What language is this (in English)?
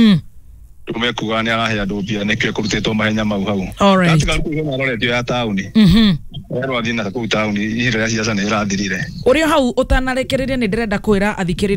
Kikuyu